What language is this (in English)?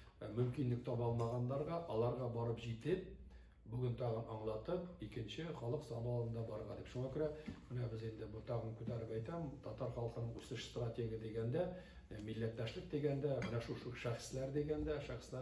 Tatar